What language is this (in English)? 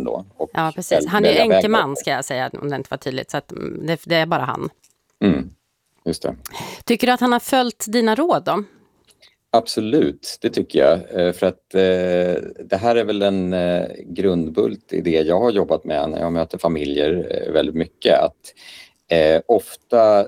Swedish